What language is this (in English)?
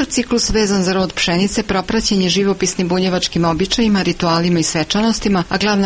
Serbian